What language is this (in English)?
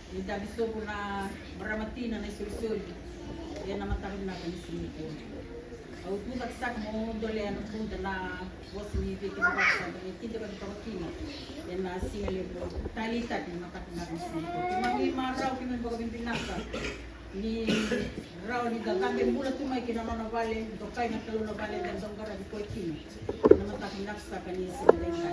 Fijian